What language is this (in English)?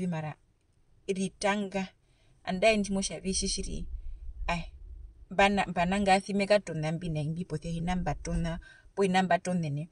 Herero